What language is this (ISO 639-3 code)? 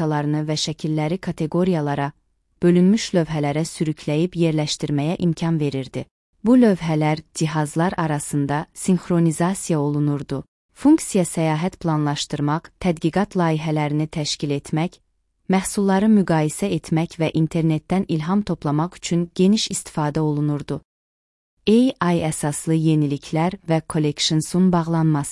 aze